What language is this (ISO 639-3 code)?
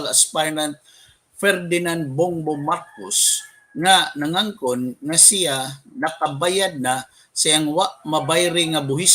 ceb